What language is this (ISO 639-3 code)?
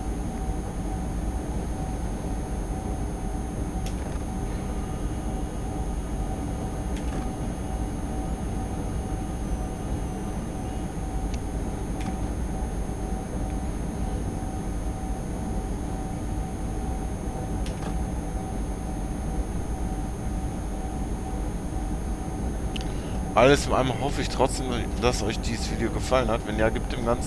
deu